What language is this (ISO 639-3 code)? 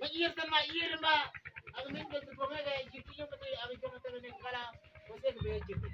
mfz